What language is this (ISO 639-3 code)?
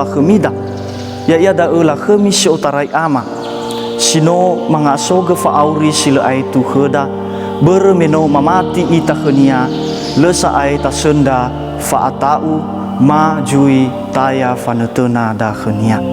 nia